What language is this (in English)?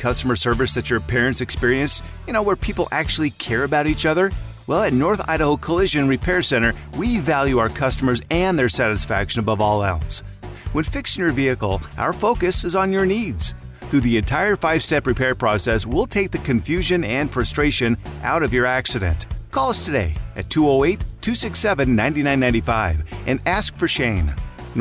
English